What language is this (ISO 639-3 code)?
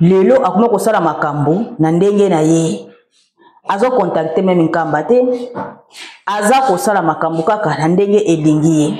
lin